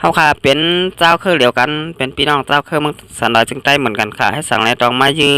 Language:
Shan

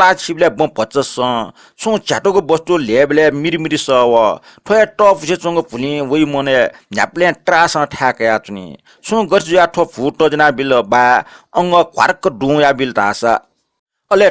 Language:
Newari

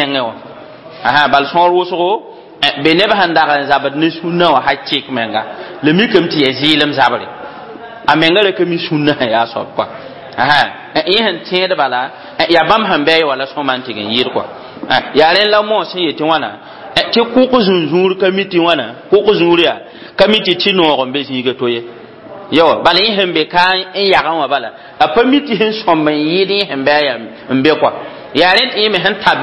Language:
Mossi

